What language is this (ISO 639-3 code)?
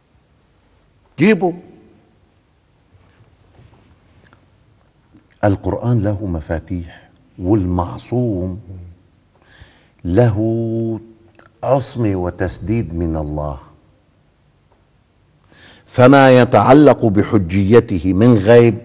ara